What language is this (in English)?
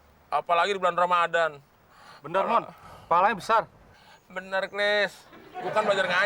Betawi